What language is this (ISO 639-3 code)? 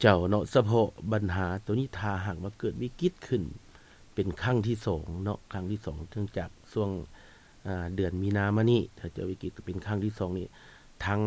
lao